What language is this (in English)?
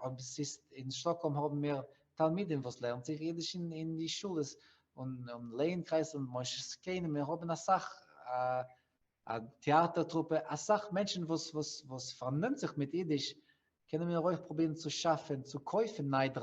Yiddish